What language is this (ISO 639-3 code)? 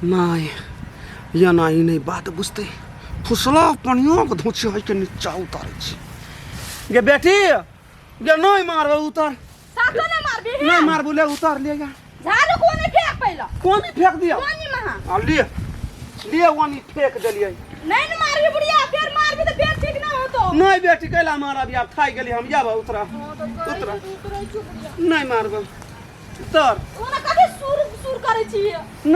mai